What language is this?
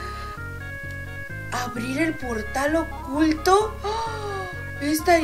Spanish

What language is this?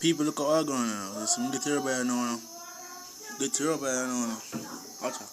Jamaican Creole English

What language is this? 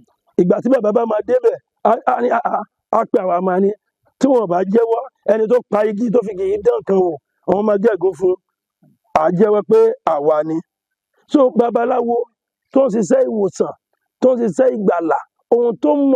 Yoruba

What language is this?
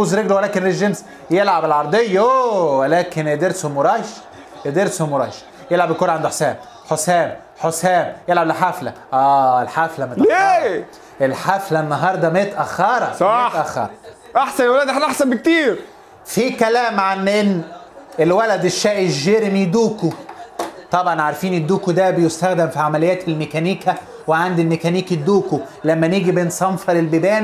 Egyptian Arabic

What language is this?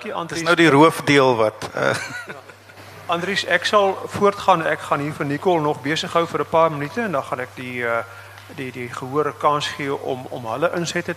Afrikaans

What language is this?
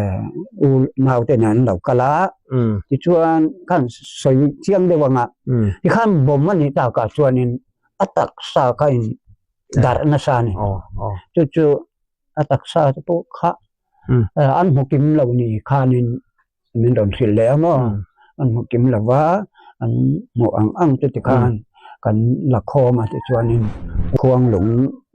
Hakha Chin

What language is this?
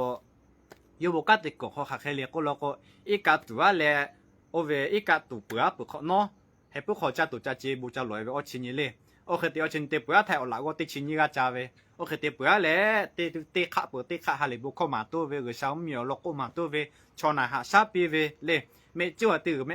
Lahu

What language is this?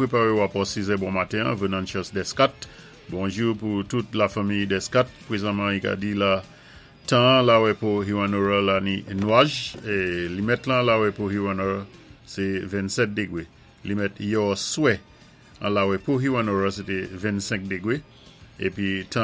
Saint Lucian Creole French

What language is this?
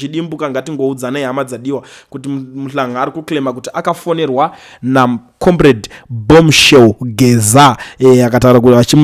Shona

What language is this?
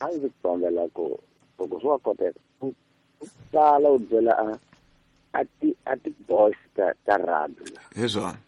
Tsonga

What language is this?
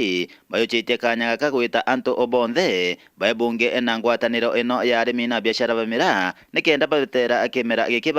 Meru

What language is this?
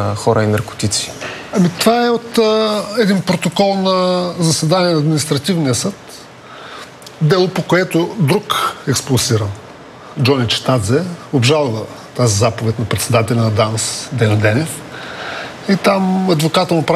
Bulgarian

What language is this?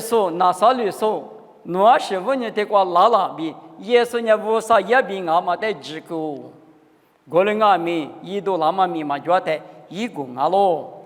Lisu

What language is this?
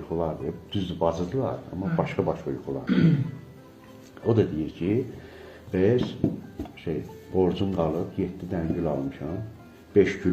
Azerbaijani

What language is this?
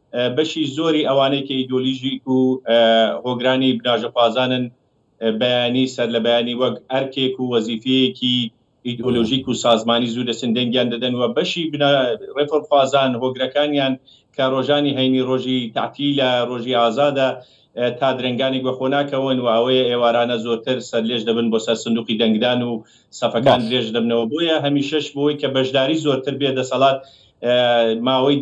Central Kurdish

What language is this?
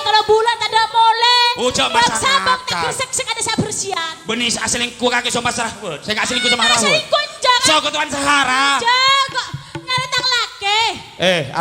Madurese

